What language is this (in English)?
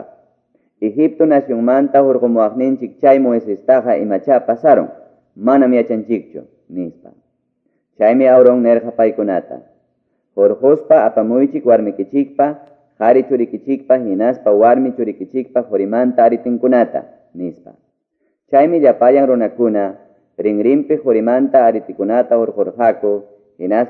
Quechua